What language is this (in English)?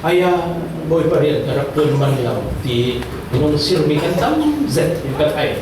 Falam Chin